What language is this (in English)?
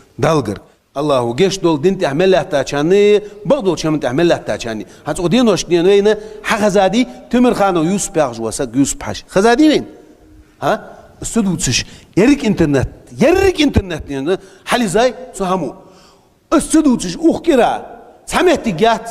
Chechen